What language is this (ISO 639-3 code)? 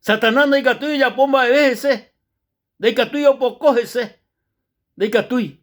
grn